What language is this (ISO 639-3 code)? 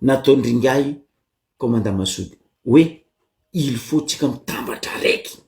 mlg